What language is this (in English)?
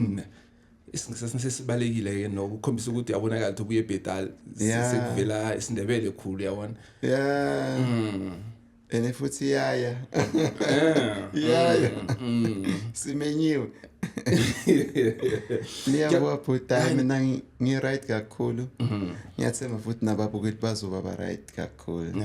Zulu